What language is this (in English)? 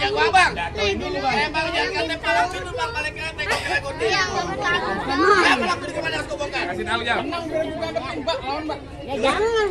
Betawi